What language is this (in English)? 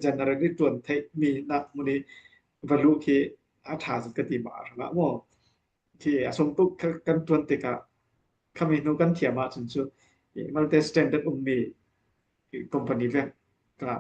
Falam Chin